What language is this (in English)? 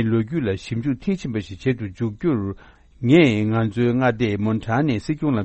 Tibetan